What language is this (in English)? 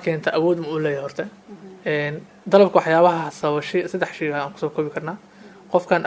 Somali